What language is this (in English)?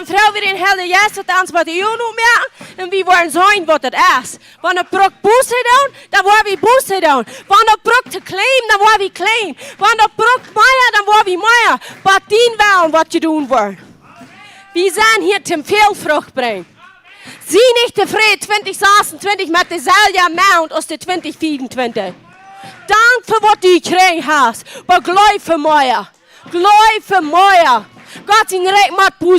Plautdietsch